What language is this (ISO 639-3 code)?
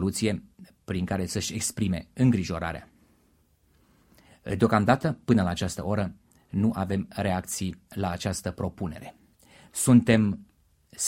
ron